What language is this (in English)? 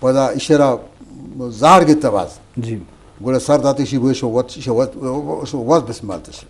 Eastern Balochi